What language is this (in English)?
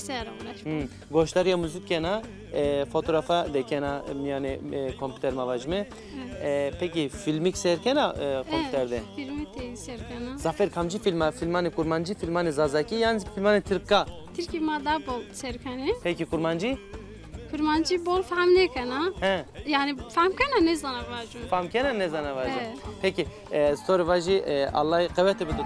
Zaza